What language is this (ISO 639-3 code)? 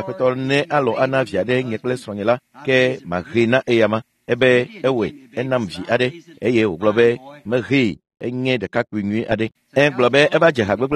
ewe